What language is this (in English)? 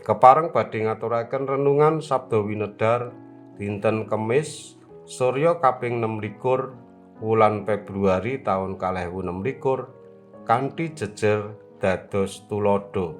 Javanese